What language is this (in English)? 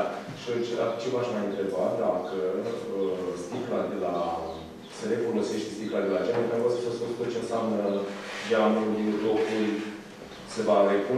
Romanian